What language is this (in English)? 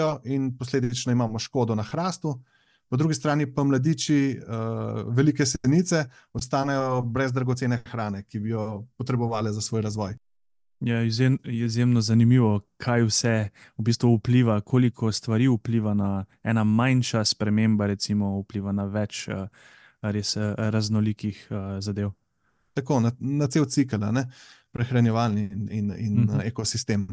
Slovenian